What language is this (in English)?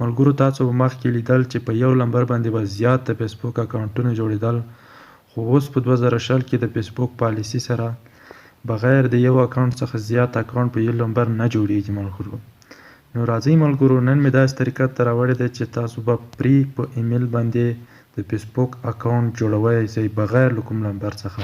Pashto